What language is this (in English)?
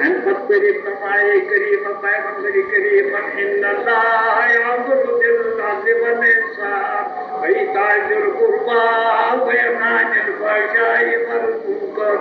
Kashmiri